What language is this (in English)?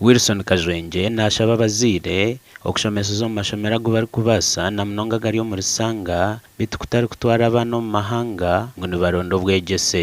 Nyankole